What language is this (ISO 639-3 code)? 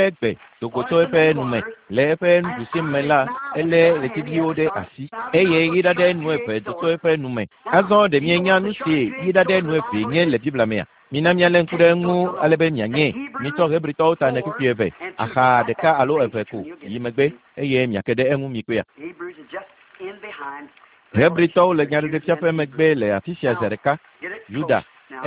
ewe